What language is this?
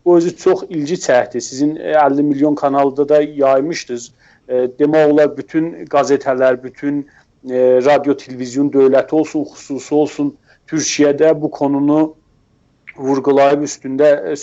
South Azerbaijani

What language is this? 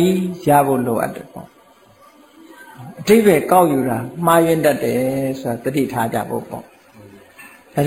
Burmese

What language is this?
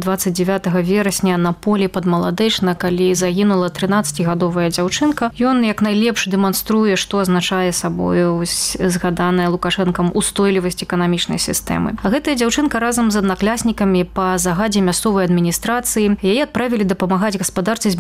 Belarusian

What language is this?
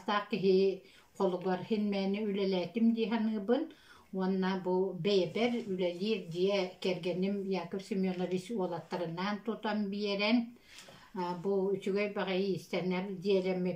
Yakut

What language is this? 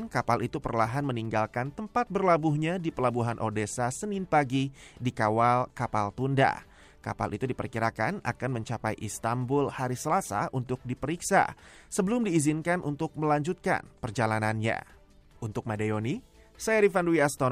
Indonesian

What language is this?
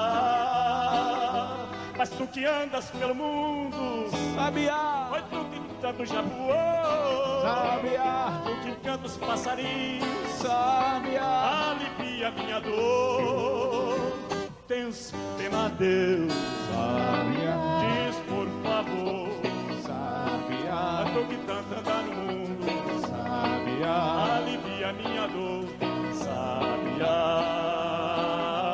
Portuguese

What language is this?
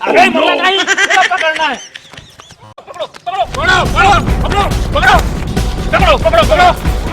Chhattisgarhi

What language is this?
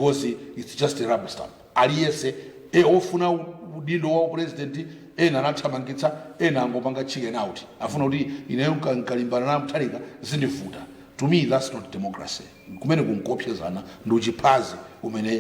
Nyanja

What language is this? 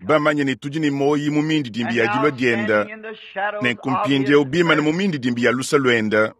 Luba-Lulua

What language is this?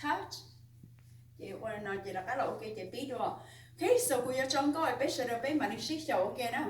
Hmong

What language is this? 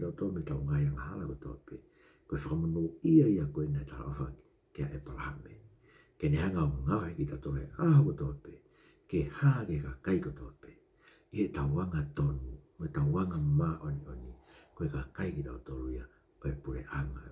Tongan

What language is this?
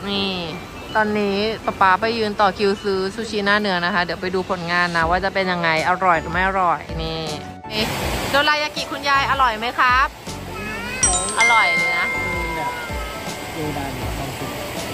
Thai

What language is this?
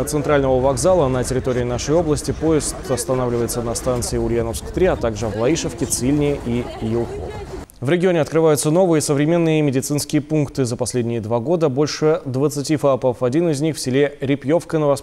Russian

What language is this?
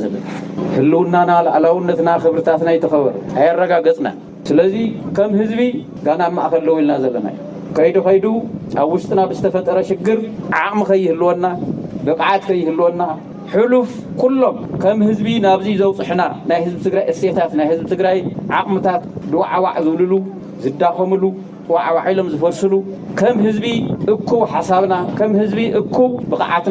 Tigrinya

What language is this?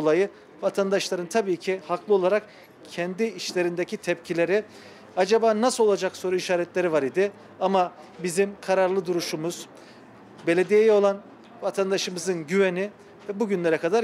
Turkish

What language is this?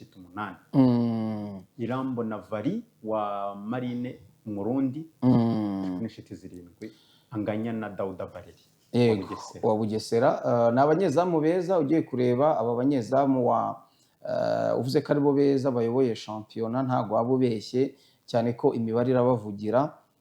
Kinyarwanda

